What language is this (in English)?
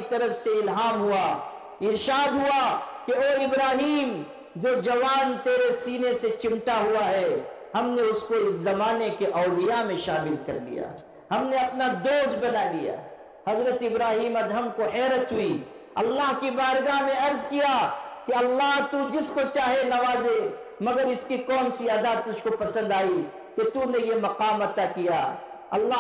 Urdu